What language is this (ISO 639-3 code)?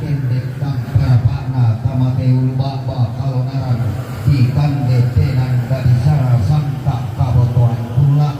sda